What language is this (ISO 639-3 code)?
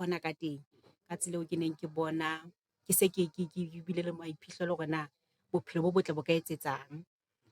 sot